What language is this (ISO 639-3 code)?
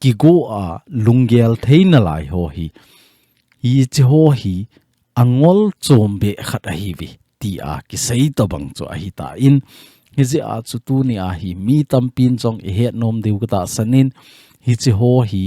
tcz